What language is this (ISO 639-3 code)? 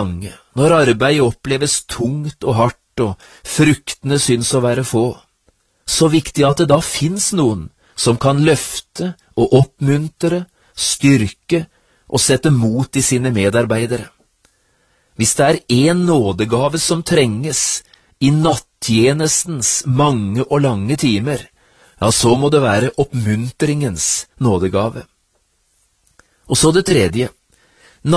nor